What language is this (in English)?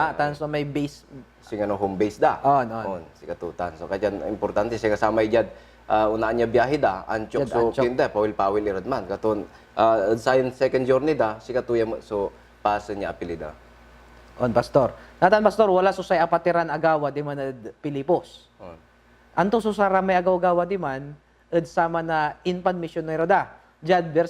Pangasinan